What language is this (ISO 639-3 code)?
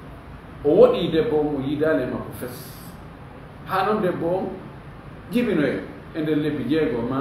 ful